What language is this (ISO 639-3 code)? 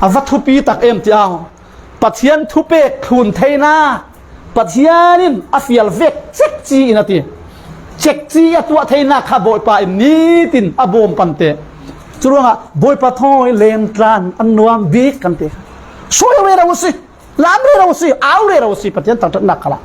cfm